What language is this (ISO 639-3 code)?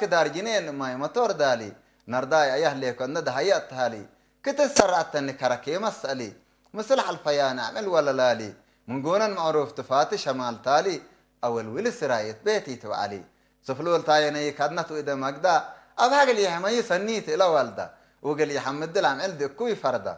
tig